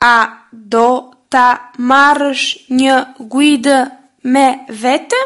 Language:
Albanian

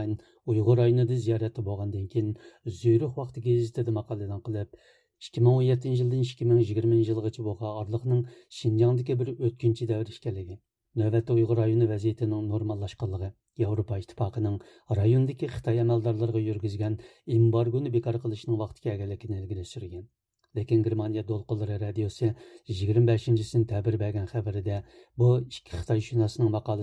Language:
Uyghur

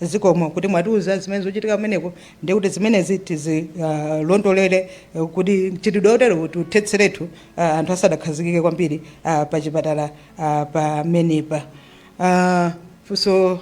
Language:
Nyanja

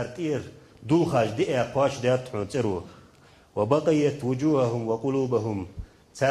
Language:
Ingush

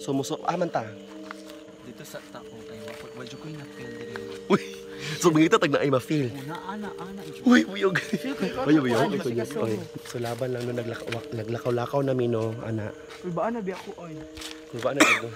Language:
Cebuano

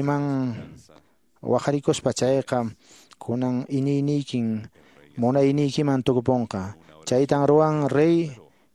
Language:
Quechua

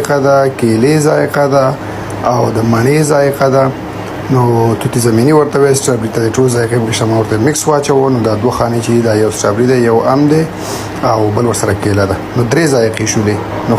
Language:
Pashto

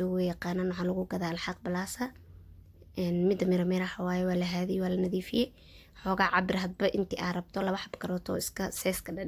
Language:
Somali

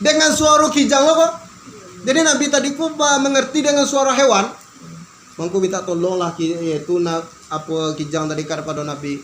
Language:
Minangkabau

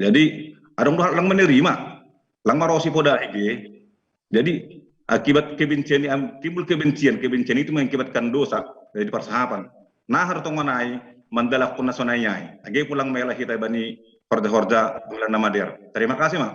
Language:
Batak Simalungun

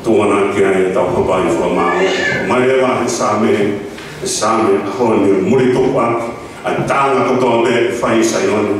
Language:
Tongan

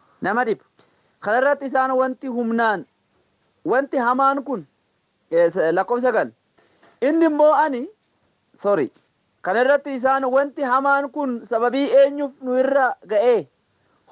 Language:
Oromo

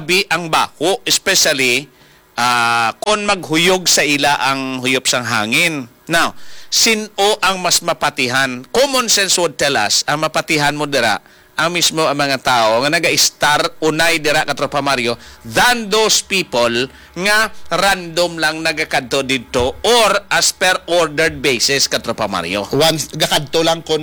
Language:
Hiligaynon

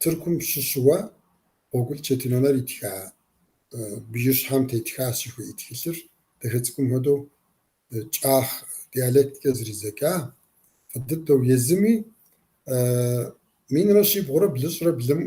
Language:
Kabardian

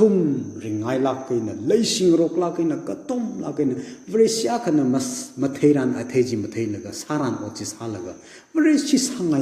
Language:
Tangkhul Naga (India)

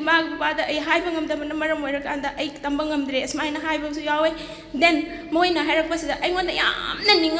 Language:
Manipuri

